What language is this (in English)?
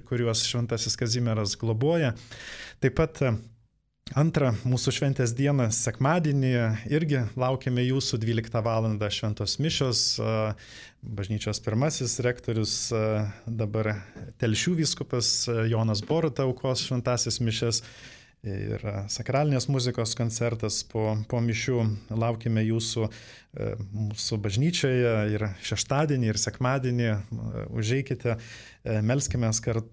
Lithuanian